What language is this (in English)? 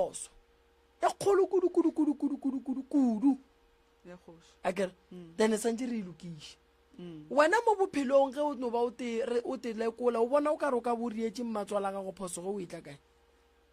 Northern Sotho